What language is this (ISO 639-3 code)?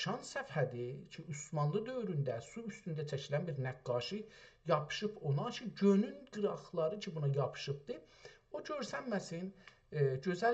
azb